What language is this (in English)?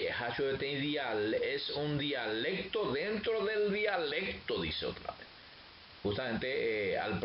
Guarani